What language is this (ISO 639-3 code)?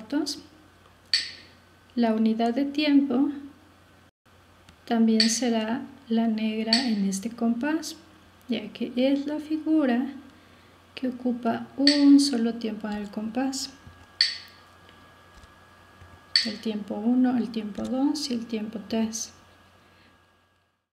spa